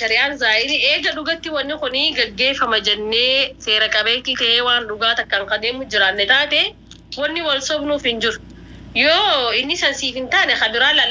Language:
Oromo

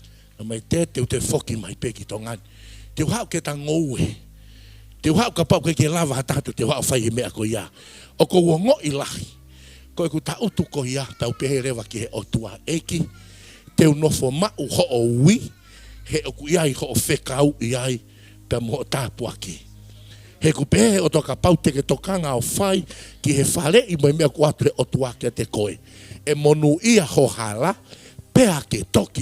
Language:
Tongan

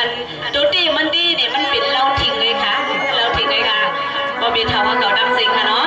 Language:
Shan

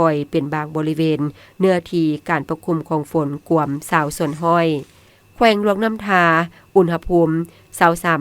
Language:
Lao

